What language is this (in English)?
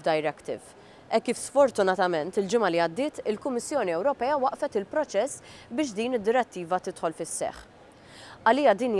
Maltese